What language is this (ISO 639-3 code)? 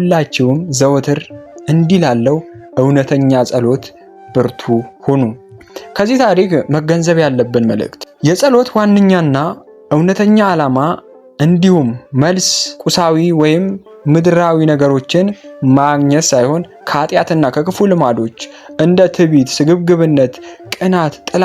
amh